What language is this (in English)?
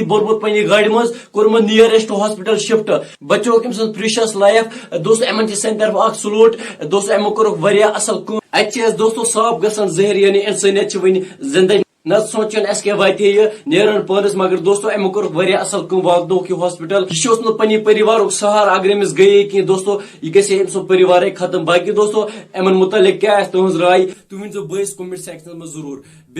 Kashmiri